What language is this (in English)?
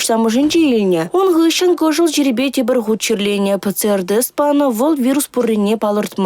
Chuvash